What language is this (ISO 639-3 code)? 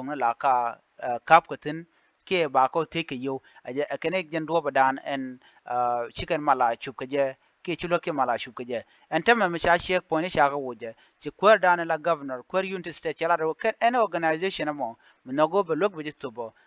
nus